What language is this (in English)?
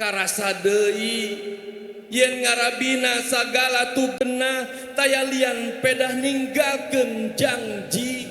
Sundanese